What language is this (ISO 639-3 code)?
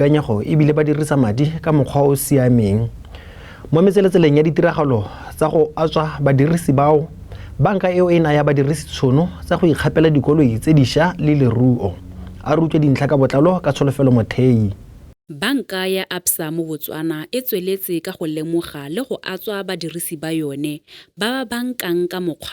tsn